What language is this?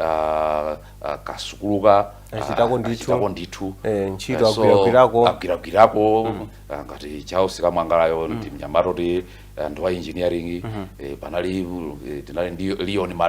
Nyanja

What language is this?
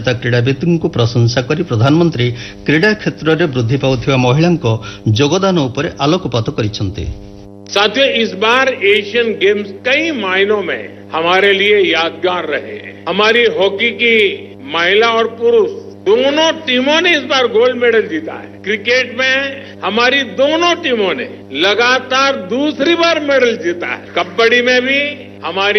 Odia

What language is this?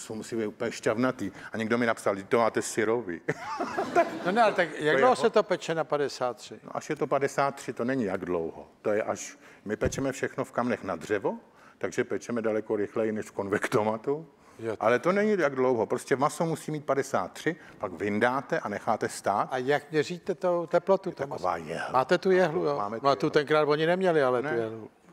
Czech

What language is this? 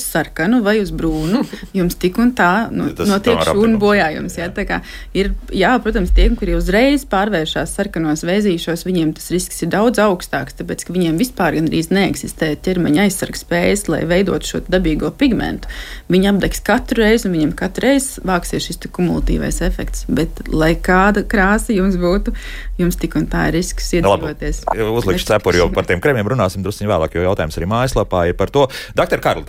Latvian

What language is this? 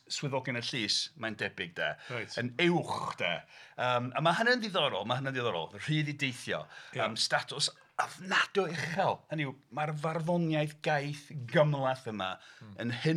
Welsh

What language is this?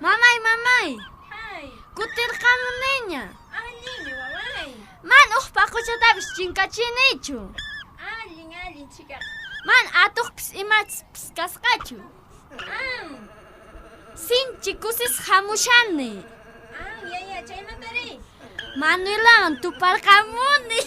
Quechua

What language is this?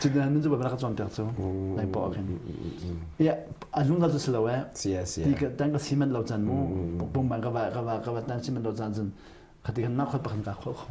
Hakha Chin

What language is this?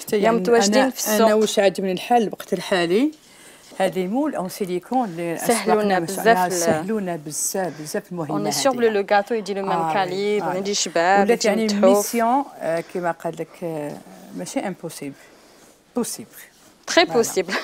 Algerian Arabic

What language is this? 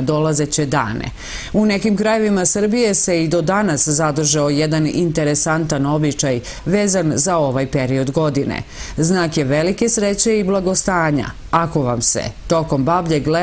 Serbian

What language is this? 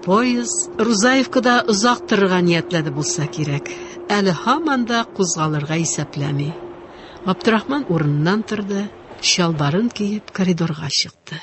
Tatar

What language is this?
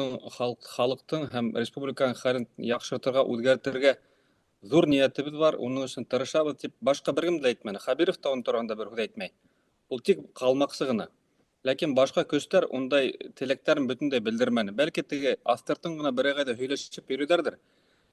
Bashkir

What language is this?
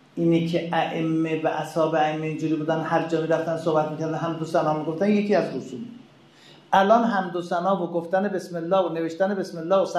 Persian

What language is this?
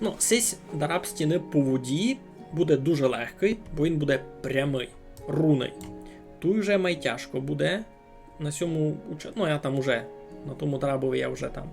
Rusyn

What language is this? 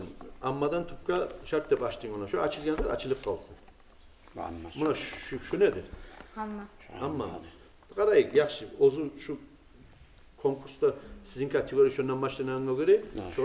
Kumyk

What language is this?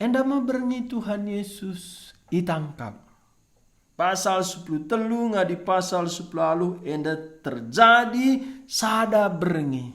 Batak Karo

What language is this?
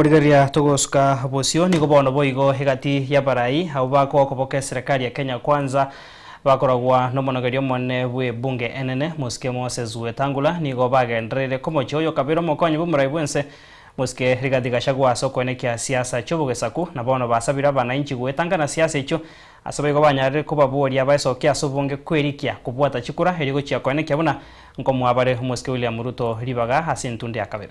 Gusii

